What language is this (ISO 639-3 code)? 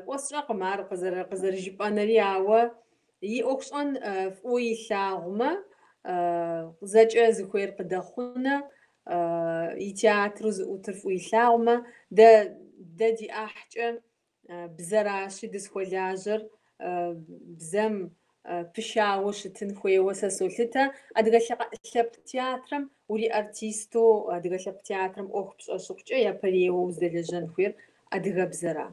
kbd